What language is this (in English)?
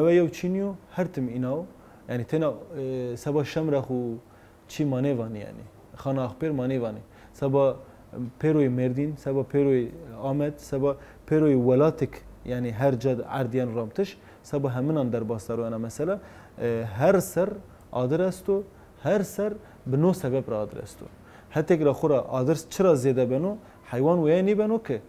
Zaza